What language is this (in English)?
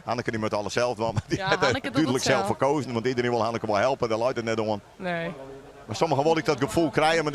Western Frisian